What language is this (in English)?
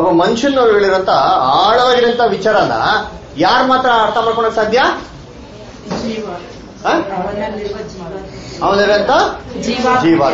Kannada